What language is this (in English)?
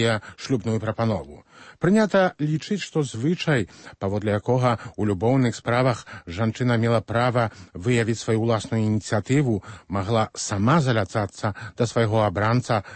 Belarusian